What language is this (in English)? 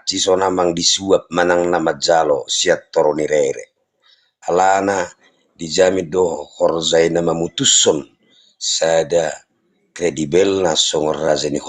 Batak Toba